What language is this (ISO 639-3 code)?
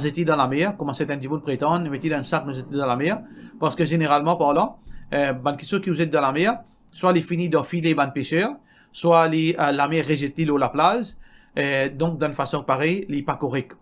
mfe